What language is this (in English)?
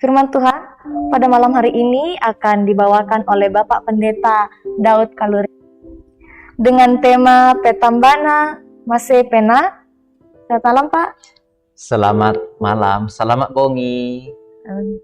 Toraja-Sa'dan